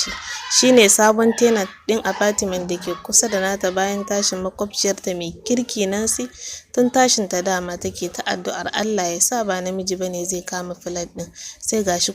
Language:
Hausa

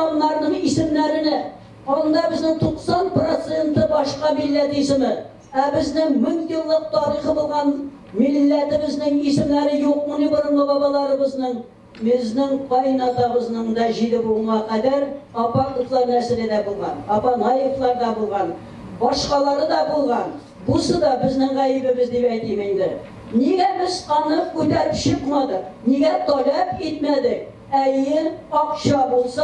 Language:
Tatar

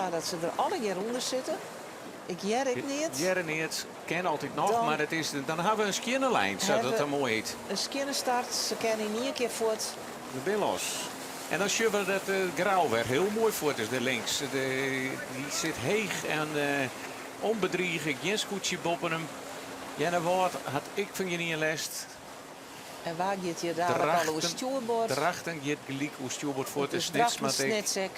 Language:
Western Frisian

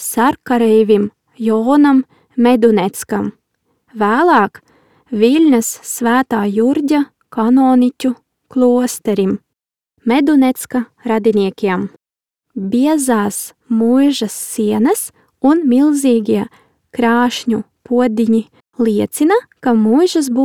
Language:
Latvian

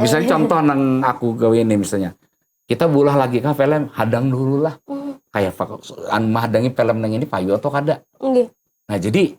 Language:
Banjar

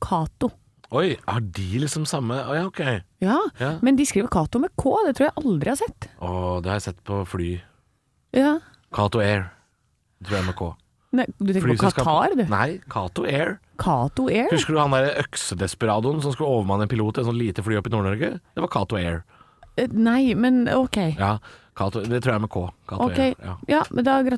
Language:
Norwegian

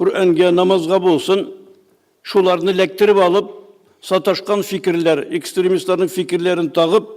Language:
Tatar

